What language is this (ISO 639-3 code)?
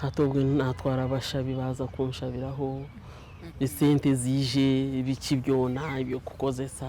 nyn